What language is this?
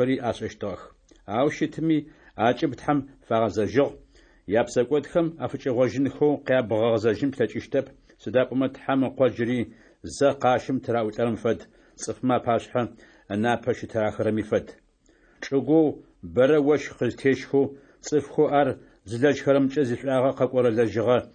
Adyghe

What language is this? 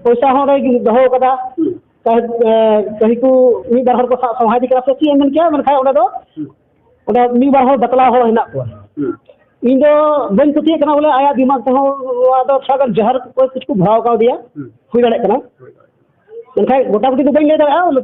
Santali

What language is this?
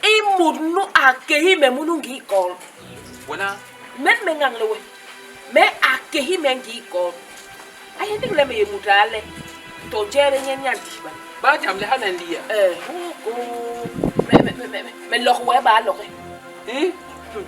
Basaa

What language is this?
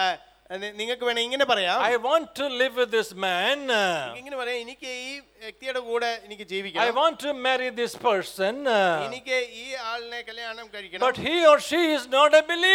Malayalam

